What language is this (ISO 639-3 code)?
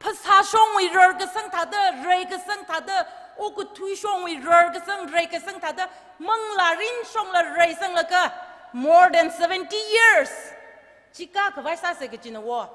nmf